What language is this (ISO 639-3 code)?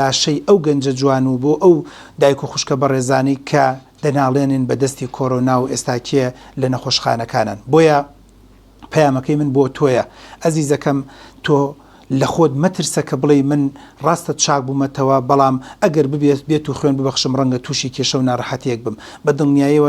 ckb